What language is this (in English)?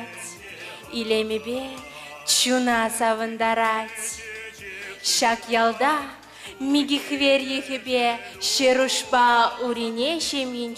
Chuvash